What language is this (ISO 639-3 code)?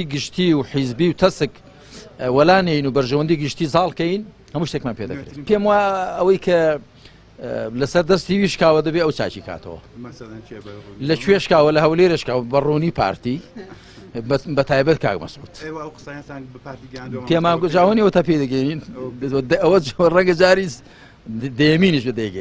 ckb